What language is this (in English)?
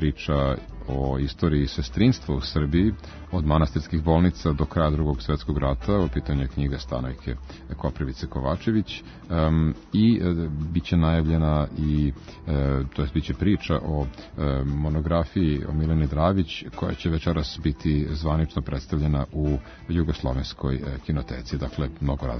Serbian